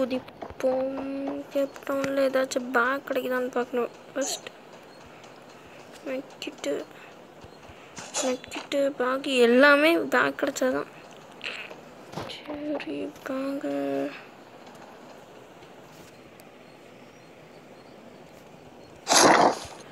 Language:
Tamil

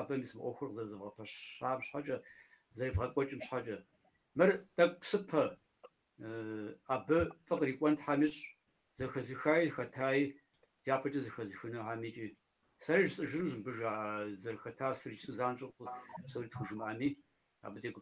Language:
Kabardian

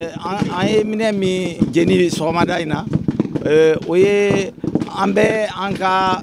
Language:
Bambara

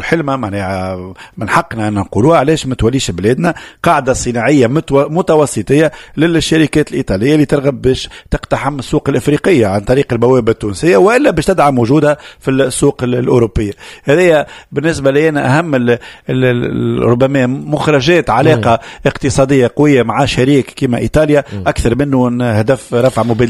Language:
Tunisian Arabic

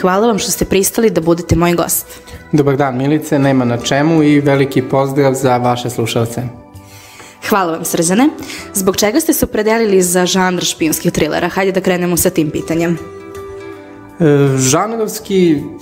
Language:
Serbian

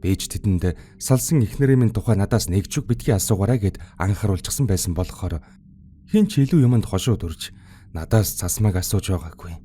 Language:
Mongolian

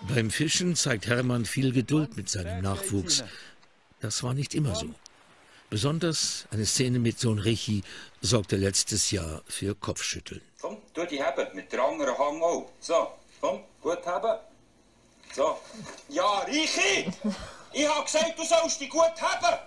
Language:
Swiss German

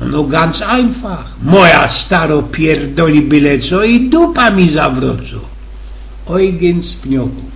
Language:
Silesian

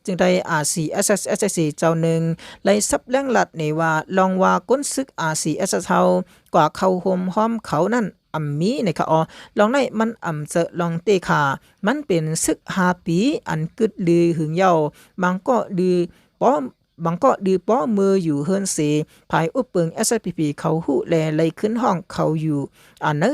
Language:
Shan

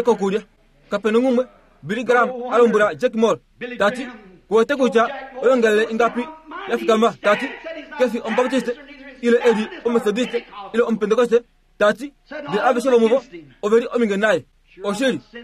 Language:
Kuanyama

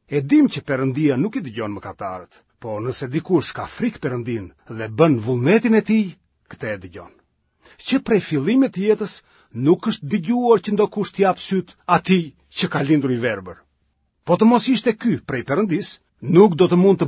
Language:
Albanian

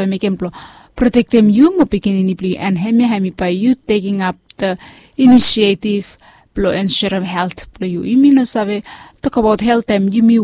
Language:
Bislama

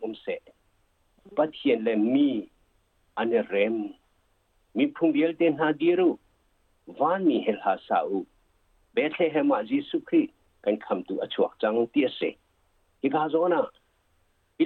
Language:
Hakha Chin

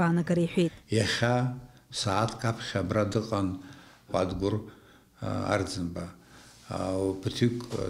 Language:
Abkhazian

